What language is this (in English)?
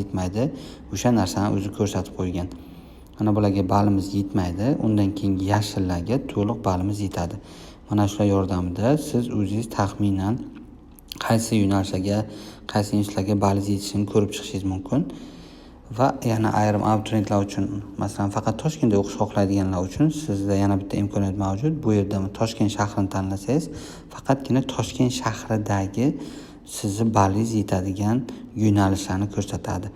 Uzbek